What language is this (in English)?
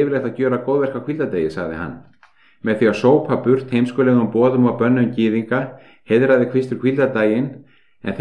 Icelandic